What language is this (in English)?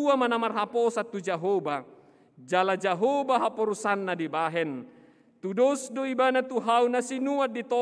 Batak Toba